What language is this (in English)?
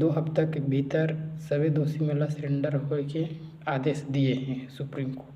Chhattisgarhi